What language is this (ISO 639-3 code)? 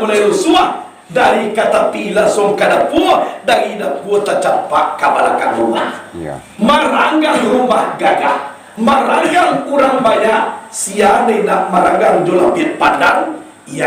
min